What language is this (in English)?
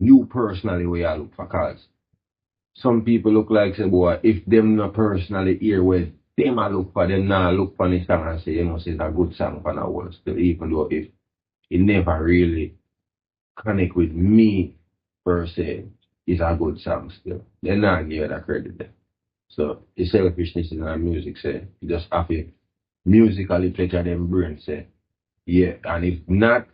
Jamaican Creole English